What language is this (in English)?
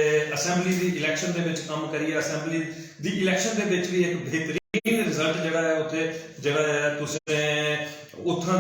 Dogri